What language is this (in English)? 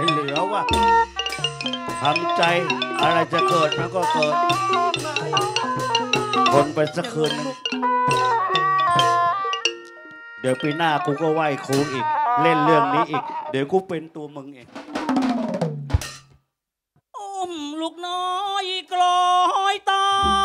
Thai